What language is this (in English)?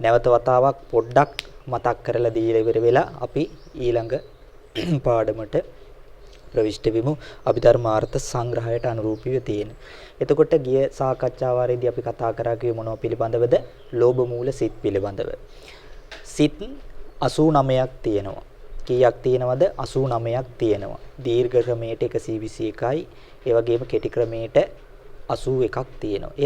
Sinhala